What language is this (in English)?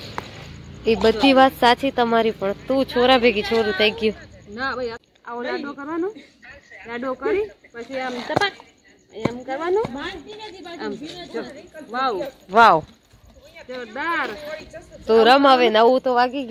Gujarati